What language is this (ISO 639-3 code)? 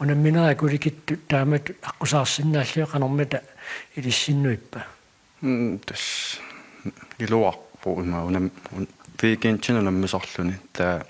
kal